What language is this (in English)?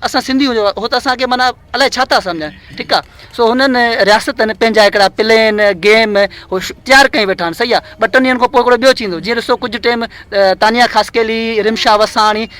Sindhi